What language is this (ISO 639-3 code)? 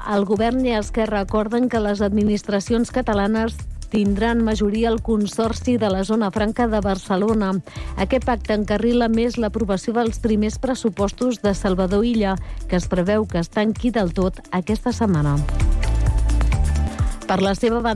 cat